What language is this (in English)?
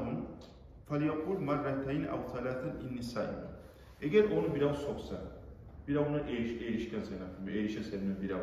Kumyk